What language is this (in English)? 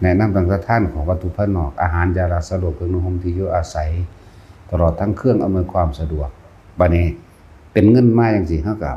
Lao